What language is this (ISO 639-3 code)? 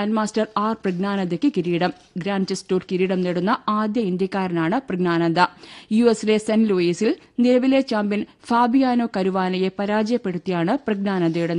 mal